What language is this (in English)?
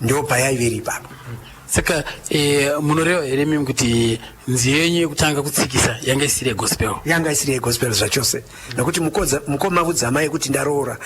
Shona